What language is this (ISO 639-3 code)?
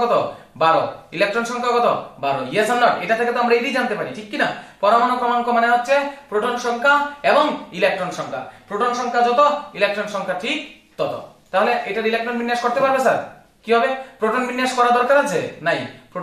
ben